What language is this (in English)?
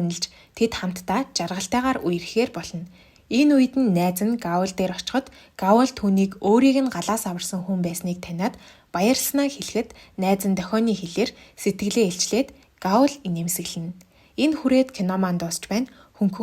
Mongolian